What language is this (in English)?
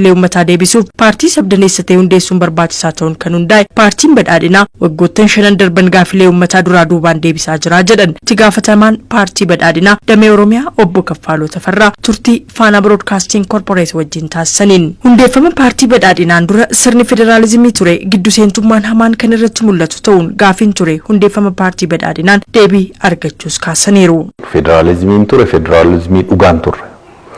Oromo